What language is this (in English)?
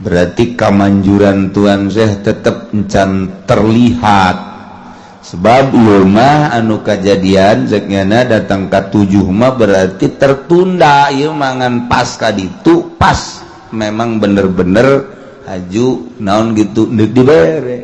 Sundanese